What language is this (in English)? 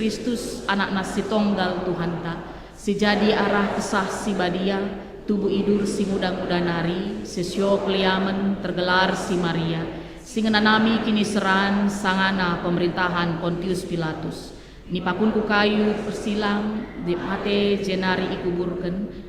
Batak Karo